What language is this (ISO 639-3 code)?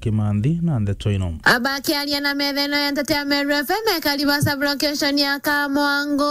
mer